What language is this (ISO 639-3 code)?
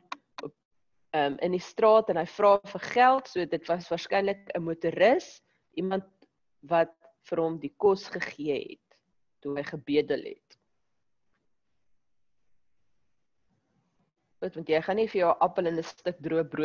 afr